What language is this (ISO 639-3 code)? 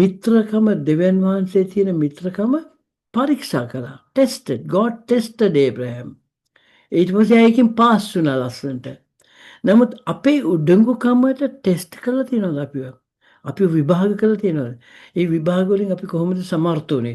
sin